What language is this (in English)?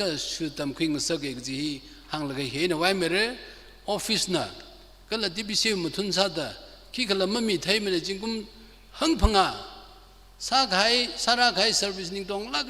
Tangkhul Naga (India)